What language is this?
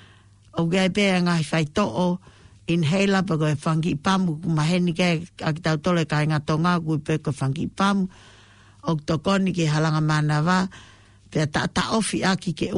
Tongan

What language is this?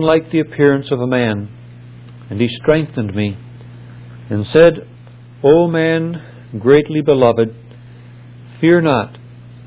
English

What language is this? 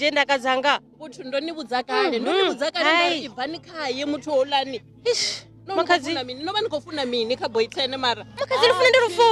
Venda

